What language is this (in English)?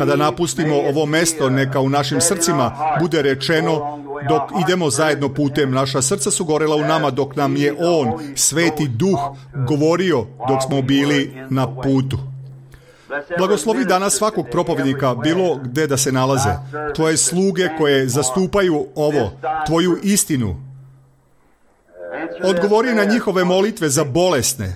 Serbian